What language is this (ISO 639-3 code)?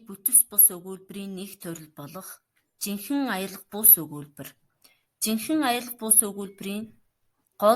mon